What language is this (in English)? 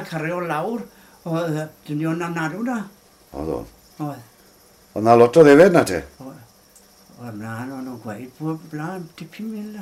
Welsh